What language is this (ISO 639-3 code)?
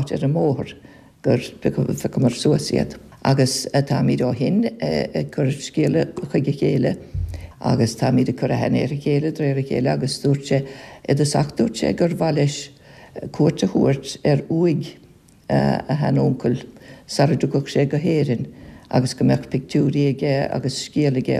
gle